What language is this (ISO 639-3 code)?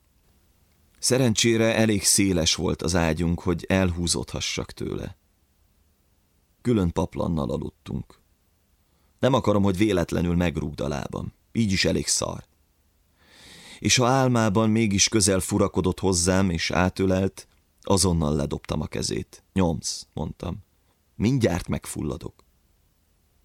hun